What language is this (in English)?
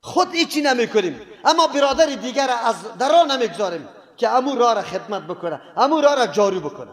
Persian